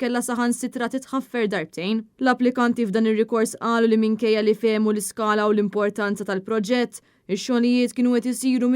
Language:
Maltese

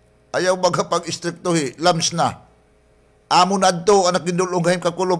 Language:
Waray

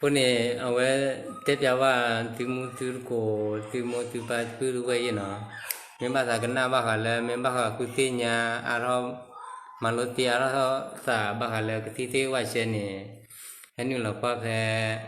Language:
S'gaw Karen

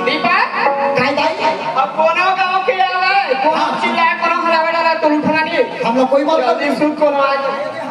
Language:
Chhattisgarhi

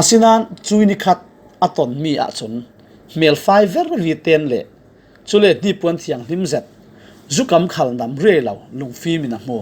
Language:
Falam Chin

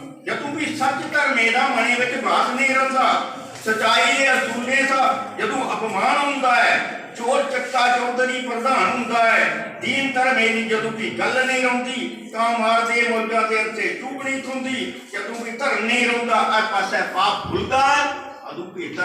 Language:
Dogri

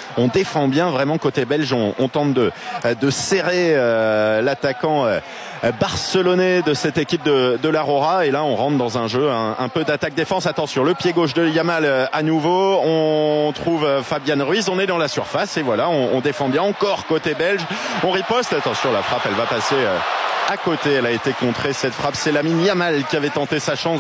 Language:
French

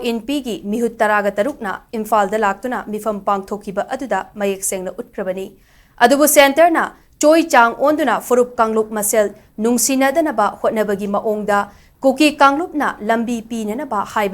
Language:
Manipuri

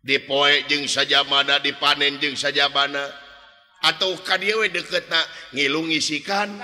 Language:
Sundanese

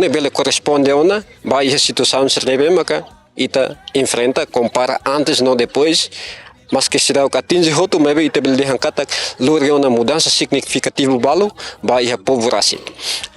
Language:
Tetum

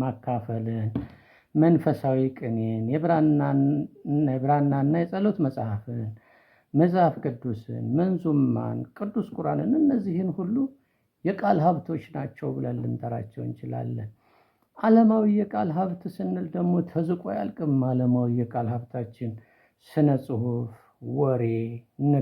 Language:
Amharic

